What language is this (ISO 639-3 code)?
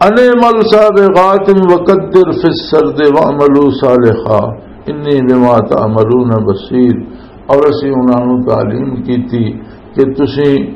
lah